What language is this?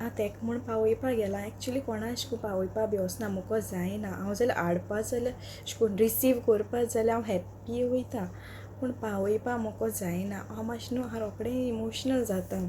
Konkani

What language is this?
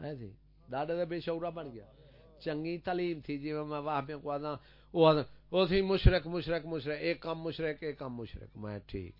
Saraiki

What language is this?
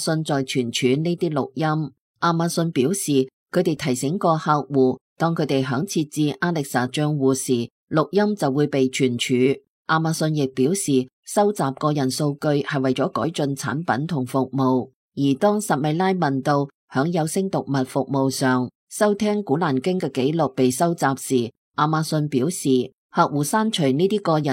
Cantonese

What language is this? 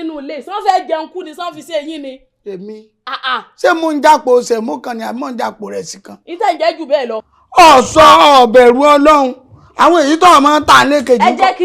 Yoruba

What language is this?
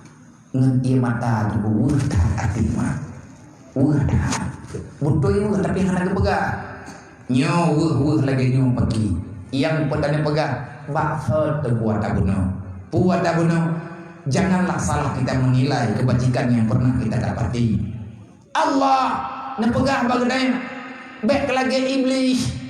Achinese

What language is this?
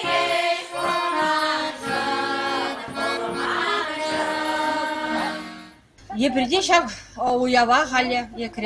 Chuvash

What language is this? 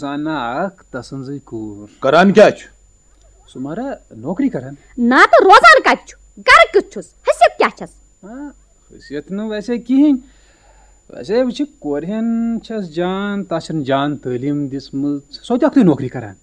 Kashmiri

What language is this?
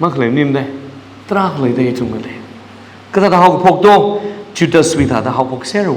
Tangkhul Naga (India)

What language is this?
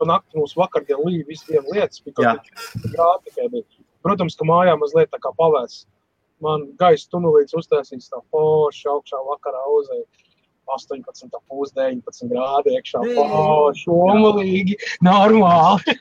Latvian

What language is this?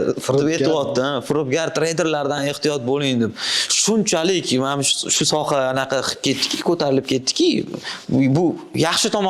Uzbek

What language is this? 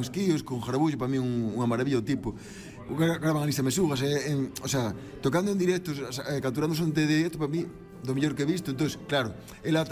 Galician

